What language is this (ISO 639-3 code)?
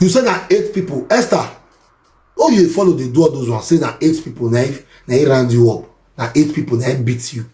pcm